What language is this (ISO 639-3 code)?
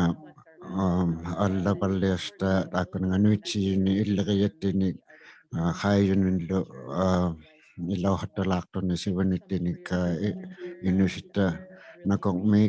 iku